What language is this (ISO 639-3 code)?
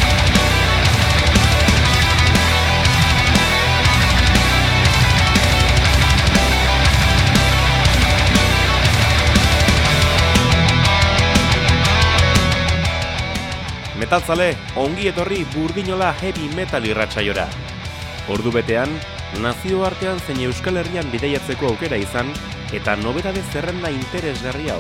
eus